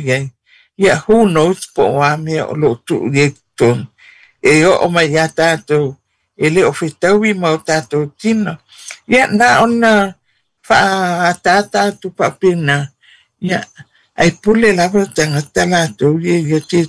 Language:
Samoan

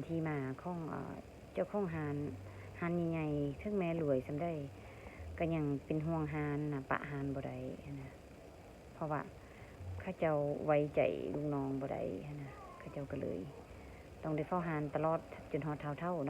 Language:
Lao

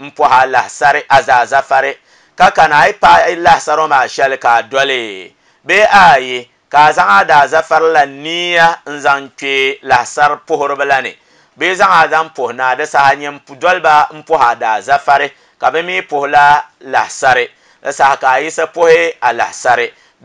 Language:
Dagbani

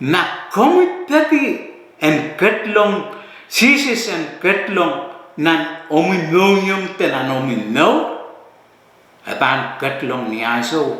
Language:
Pohnpeian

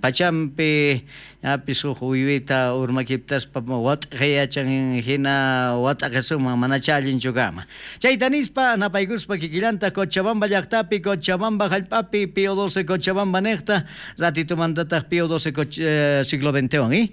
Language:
South Bolivian Quechua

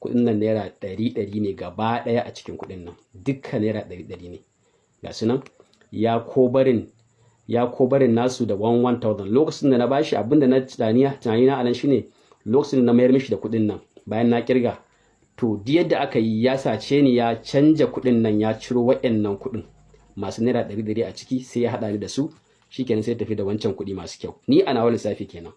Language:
Hausa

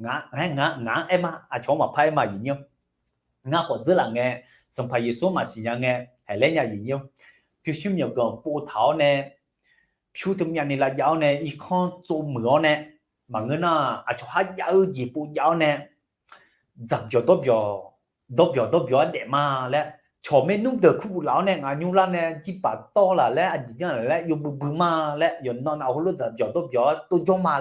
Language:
Akha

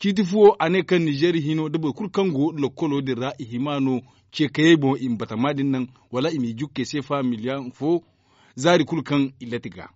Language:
Zarma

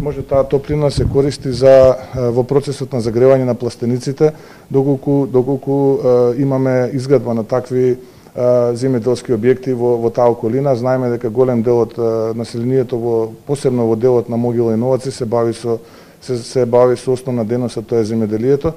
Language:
Macedonian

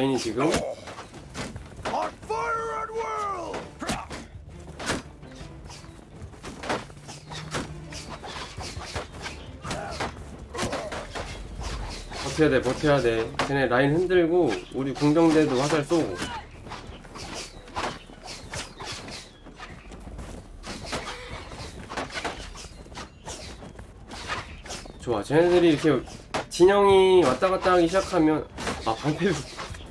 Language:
Korean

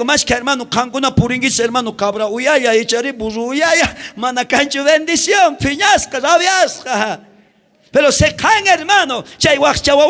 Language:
South Bolivian Quechua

